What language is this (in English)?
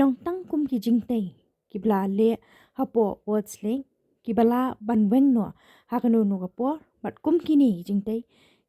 Khasi